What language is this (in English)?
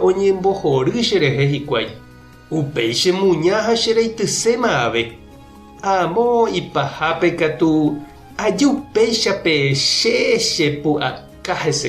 Guarani